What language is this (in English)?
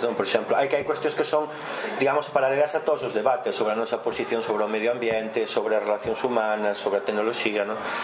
Galician